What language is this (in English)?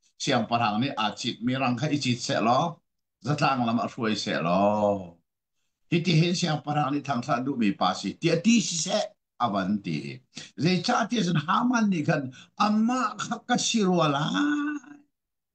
Hakha Chin